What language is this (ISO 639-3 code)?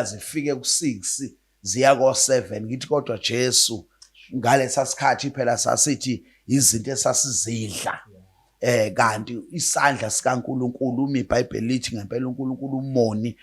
zul